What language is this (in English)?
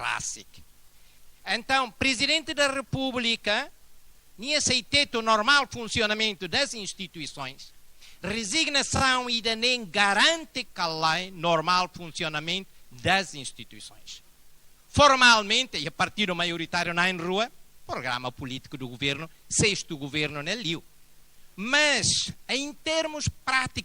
Tetum